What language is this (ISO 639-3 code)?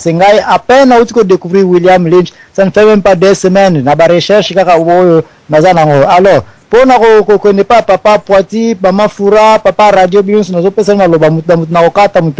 lin